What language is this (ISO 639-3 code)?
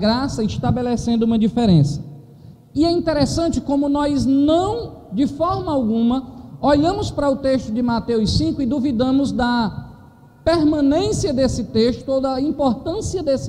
por